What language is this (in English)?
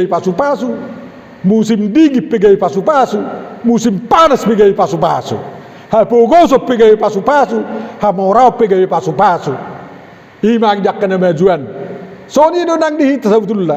Batak Toba